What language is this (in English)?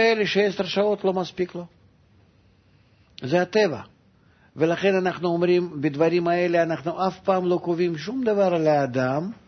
Hebrew